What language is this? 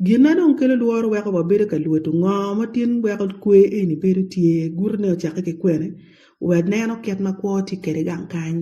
Acoli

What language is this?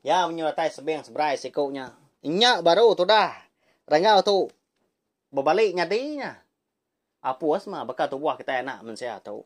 Iban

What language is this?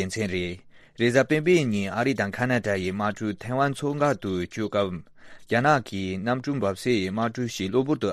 Tibetan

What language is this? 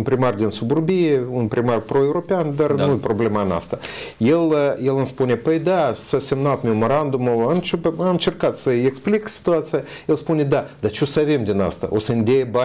Romanian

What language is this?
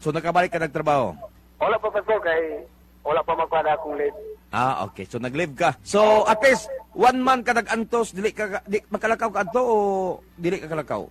Cebuano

